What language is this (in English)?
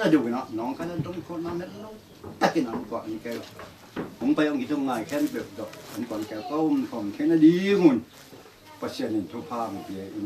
Tedim Chin